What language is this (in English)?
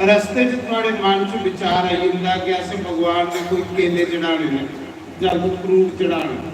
Dogri